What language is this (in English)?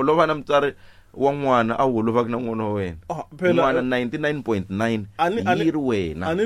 Tsonga